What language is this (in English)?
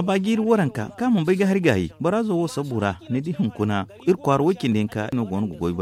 Zarma